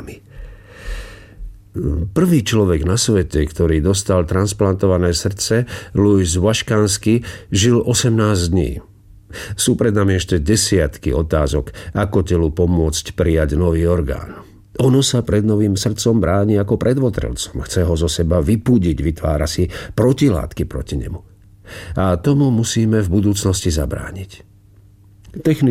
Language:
Slovak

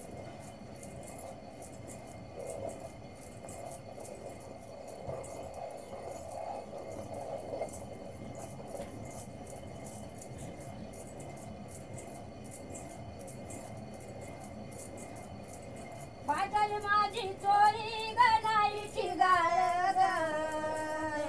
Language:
Marathi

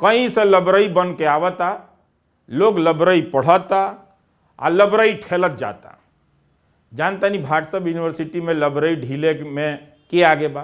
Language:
Bhojpuri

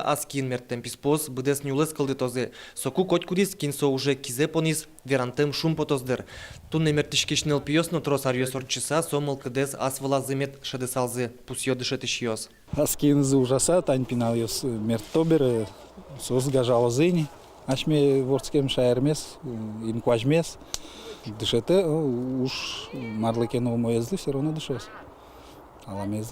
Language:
Udmurt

